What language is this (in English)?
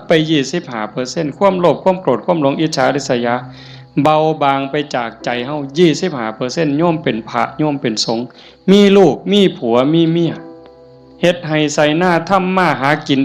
Northeastern Thai